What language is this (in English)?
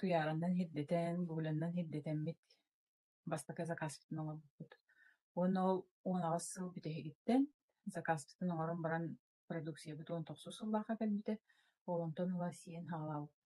Yakut